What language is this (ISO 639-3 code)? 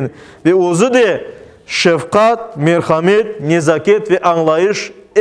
crh